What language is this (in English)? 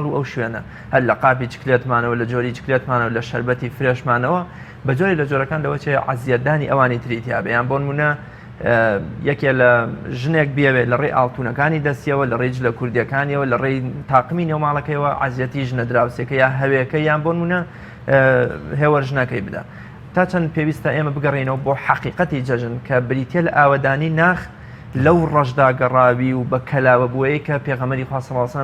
Central Kurdish